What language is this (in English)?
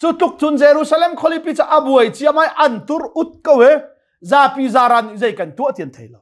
Hakha Chin